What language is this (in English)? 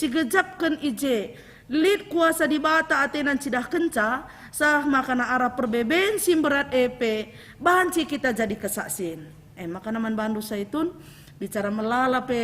Batak Karo